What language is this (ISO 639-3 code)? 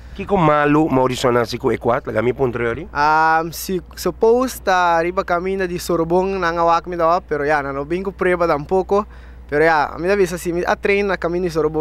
pap